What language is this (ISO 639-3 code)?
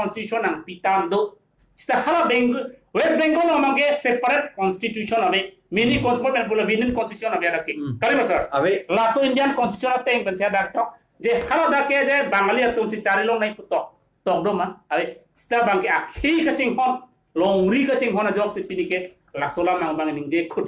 mjw